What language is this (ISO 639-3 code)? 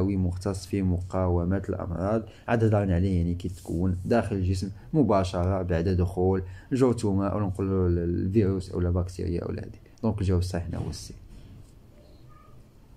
ary